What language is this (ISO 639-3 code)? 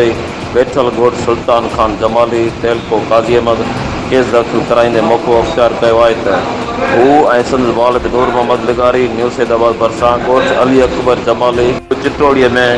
snd